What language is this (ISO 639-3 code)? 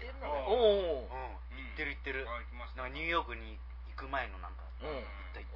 jpn